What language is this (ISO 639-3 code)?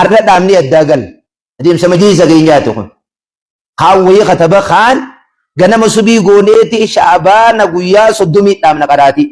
orm